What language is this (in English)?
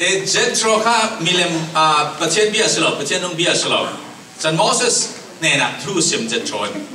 Falam Chin